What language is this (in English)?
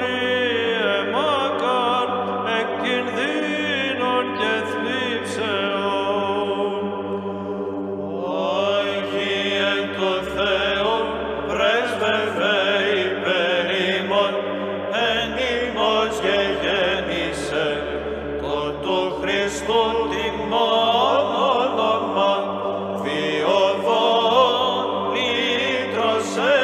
Greek